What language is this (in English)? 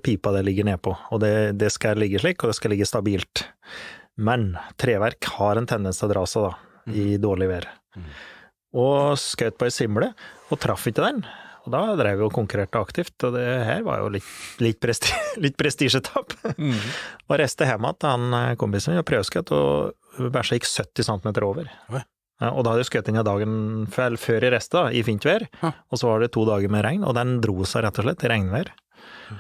Norwegian